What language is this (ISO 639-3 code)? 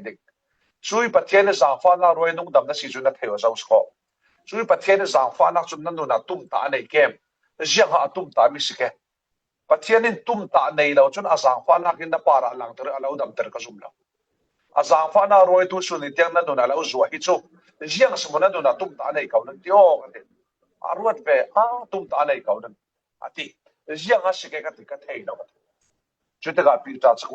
cfm